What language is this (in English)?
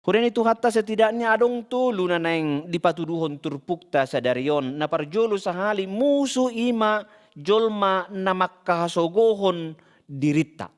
Batak Toba